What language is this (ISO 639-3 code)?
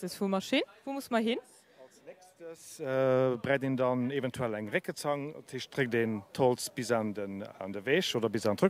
ltz